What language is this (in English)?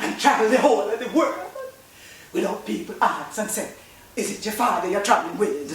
Jamaican Creole English